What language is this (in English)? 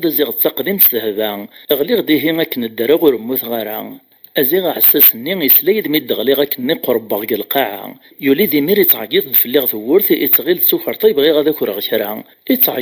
Kabyle